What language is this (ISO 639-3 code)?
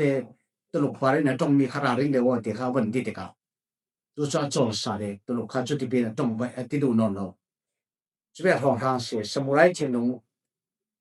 cfm